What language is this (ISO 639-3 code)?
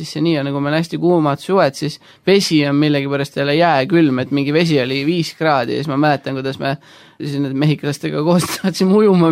est